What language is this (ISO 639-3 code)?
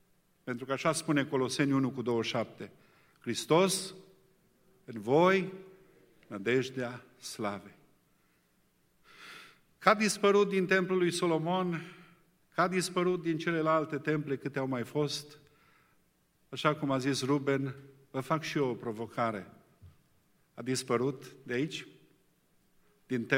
ron